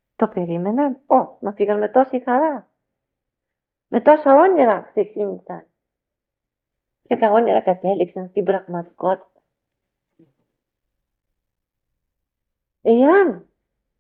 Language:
Greek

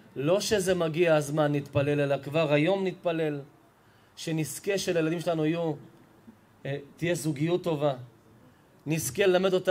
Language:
Hebrew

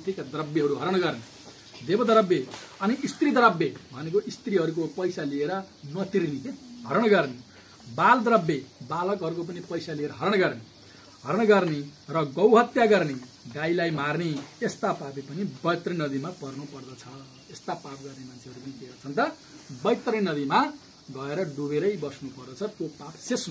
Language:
Nepali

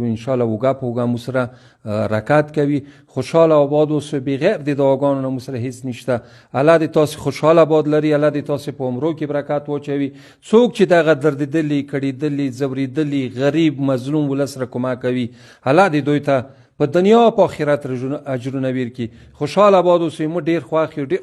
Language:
Pashto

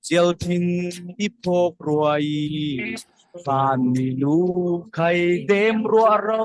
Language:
Falam Chin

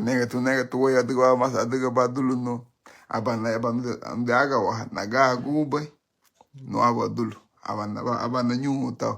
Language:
Garifuna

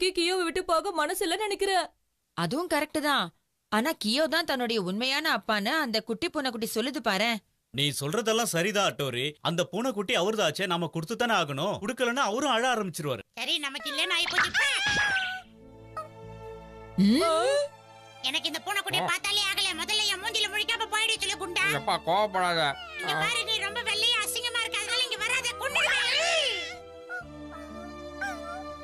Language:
Tamil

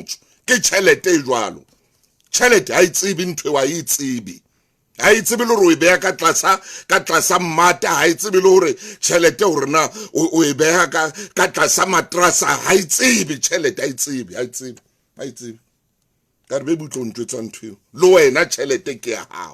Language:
Southern Sotho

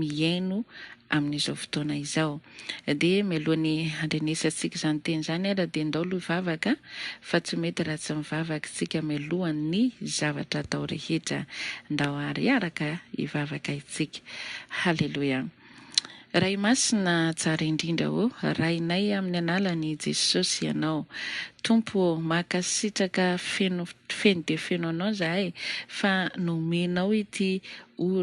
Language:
Malagasy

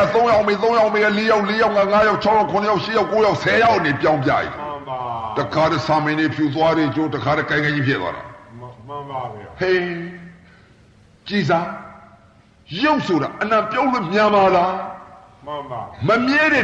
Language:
Burmese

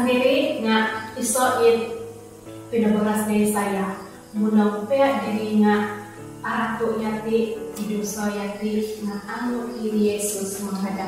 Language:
Central Dusun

